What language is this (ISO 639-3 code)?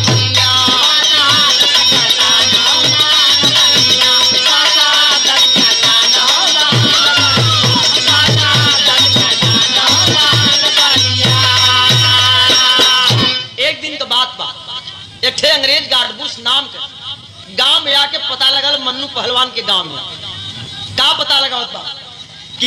bho